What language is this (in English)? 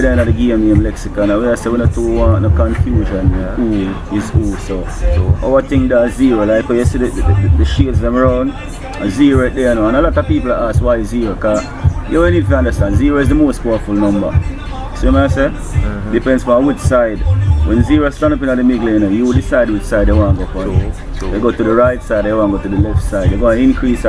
Jamaican Creole English